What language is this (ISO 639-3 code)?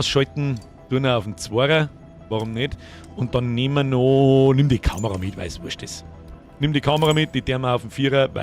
bar